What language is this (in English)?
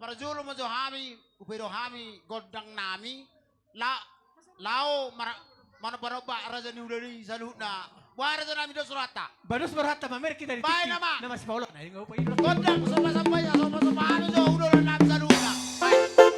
Batak Toba